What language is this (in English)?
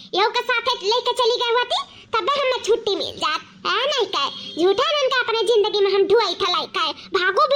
Awadhi